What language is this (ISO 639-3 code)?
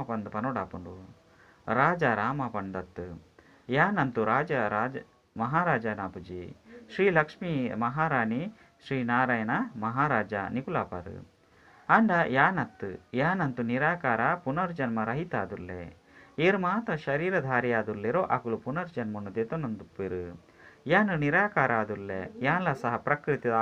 tcy